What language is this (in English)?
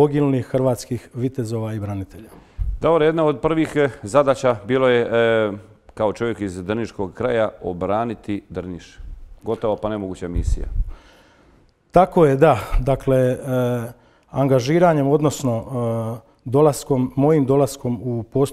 Croatian